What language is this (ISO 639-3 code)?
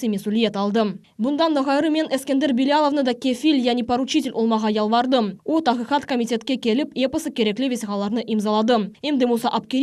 crh